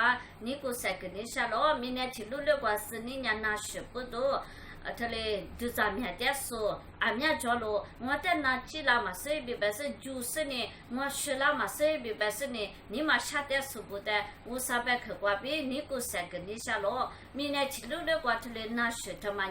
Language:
Lisu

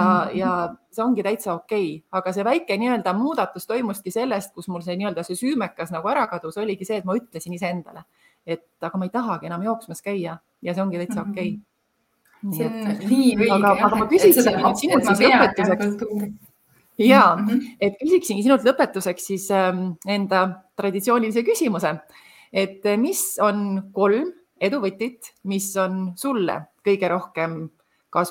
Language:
Estonian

